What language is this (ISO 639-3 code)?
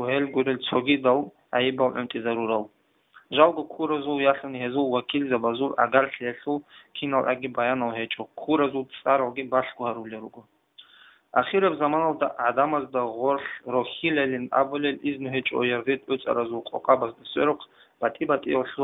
ava